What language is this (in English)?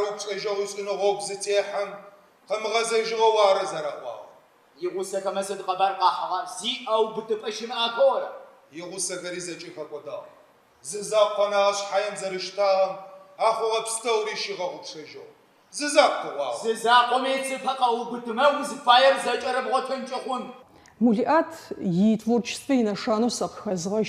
Adyghe